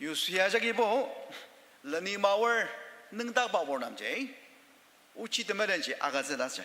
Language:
Ao Naga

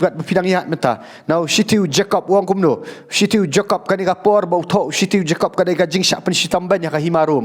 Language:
Khasi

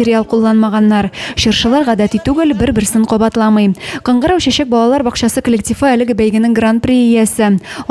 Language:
Tatar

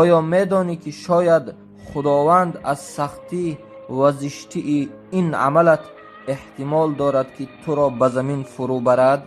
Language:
Tajik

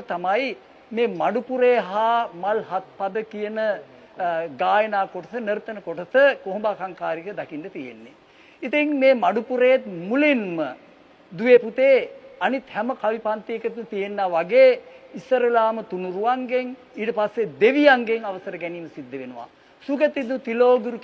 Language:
Sinhala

